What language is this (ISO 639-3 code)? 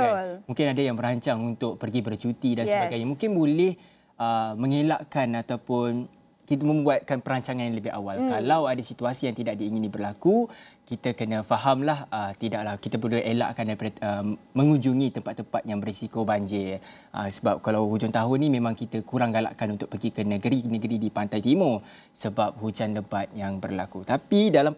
msa